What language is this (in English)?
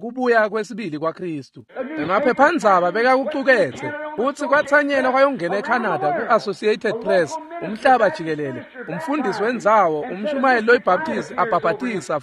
Swati